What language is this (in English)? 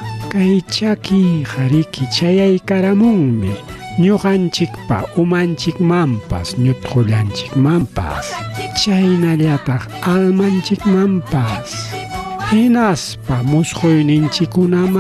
Ayacucho Quechua